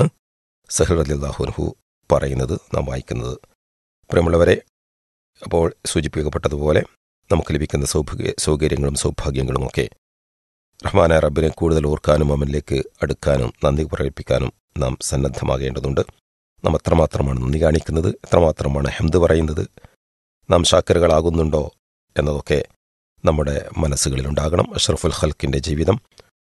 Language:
Malayalam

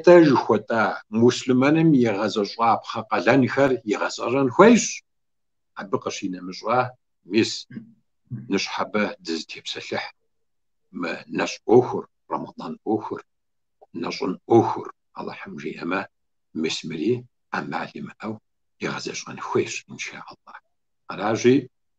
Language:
Kabardian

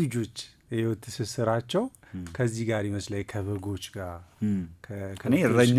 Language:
Amharic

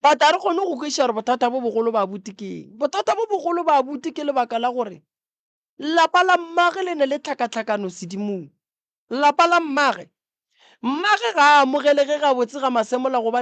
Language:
Northern Sotho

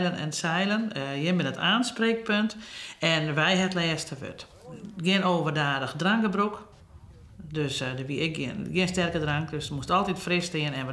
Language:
Western Frisian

